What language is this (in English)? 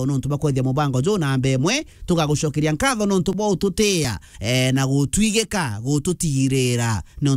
Meru